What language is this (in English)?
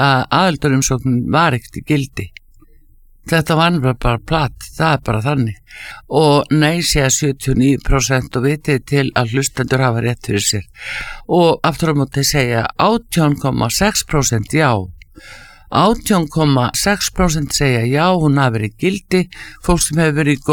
Icelandic